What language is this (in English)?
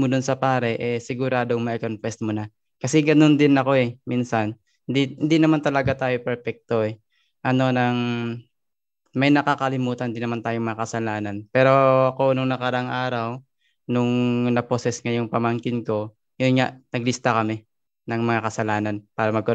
Filipino